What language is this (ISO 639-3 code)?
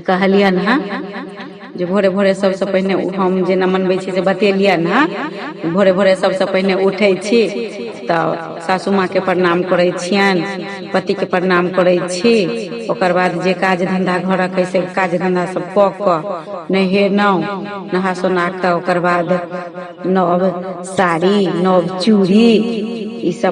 mai